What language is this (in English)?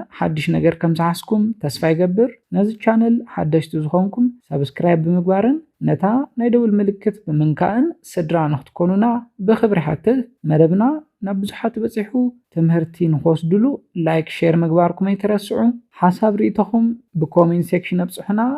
Tigrinya